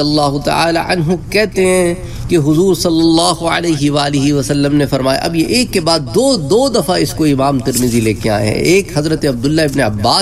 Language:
Urdu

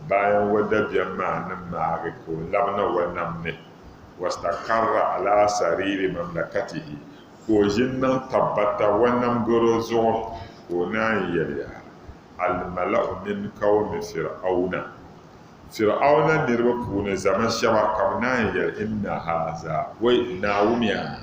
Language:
Dagbani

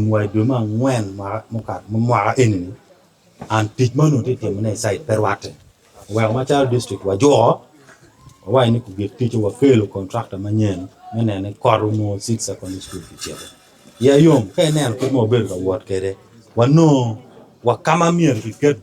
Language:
Acoli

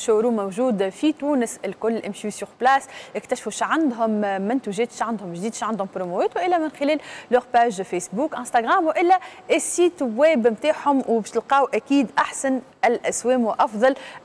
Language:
Tunisian Arabic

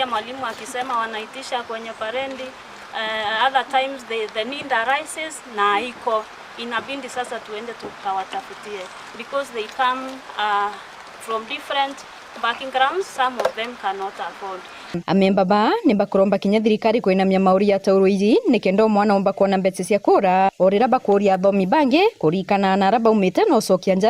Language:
Meru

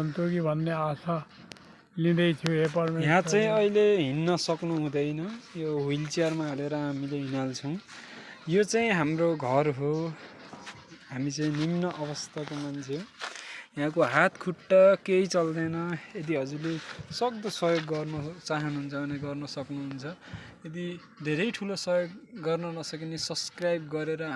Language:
Nepali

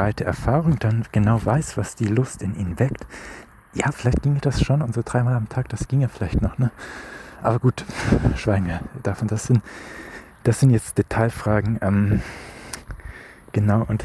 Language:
German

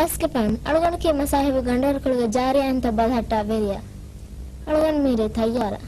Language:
Divehi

